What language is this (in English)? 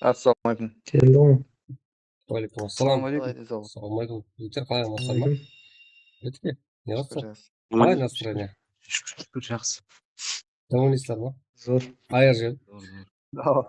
Kara-Kalpak